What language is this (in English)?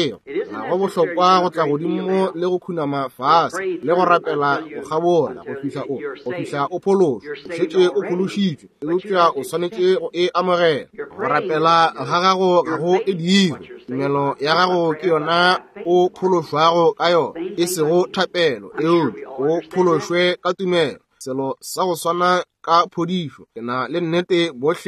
Northern Sotho